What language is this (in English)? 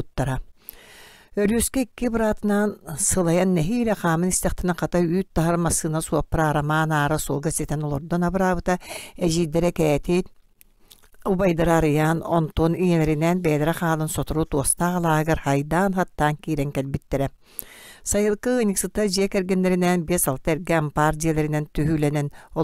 Yakut